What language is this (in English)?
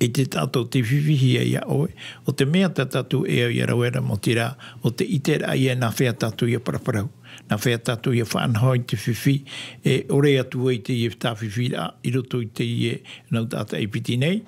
Tahitian